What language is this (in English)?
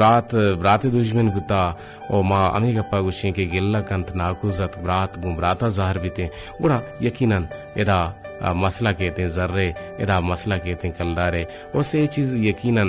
Eastern Balochi